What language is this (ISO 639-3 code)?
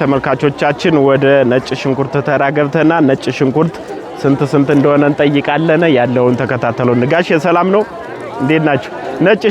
amh